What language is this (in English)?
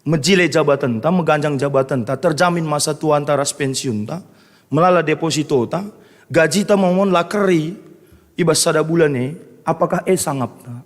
Batak Karo